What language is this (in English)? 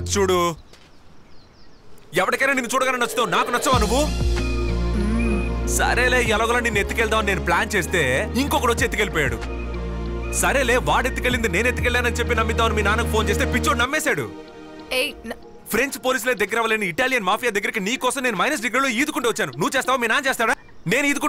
Telugu